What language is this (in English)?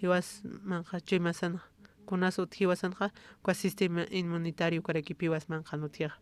Aymara